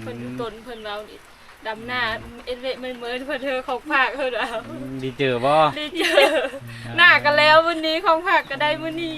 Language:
Lao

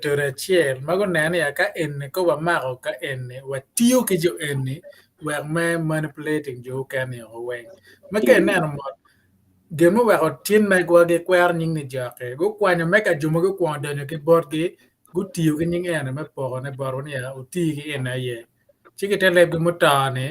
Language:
Acoli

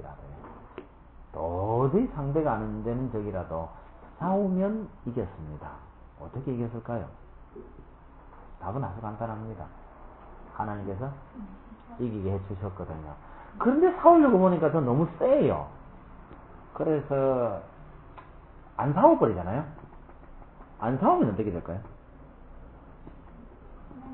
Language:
Korean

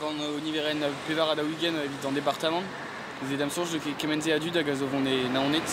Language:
Breton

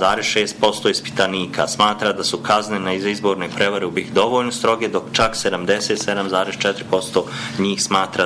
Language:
Bosnian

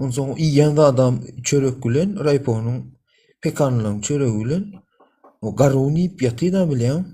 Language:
Turkmen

